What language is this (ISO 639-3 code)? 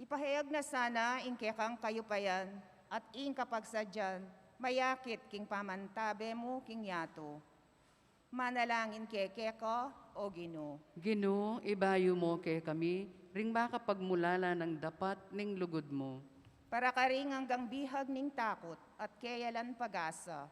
pam